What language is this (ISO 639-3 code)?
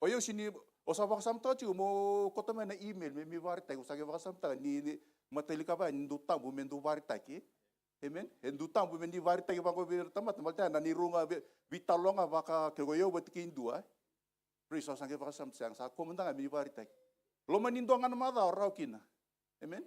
fij